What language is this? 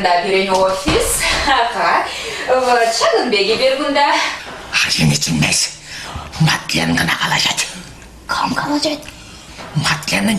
Chuvash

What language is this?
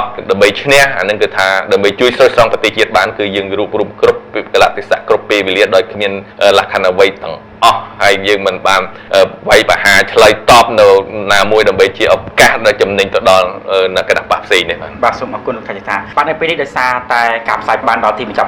Khmer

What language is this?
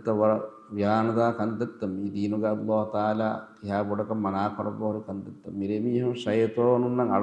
Divehi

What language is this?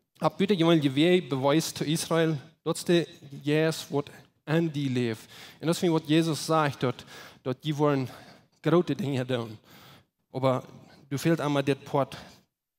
Plautdietsch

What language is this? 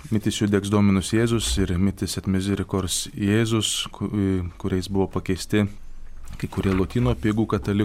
Lithuanian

